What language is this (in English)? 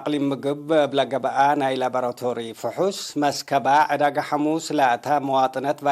Tigre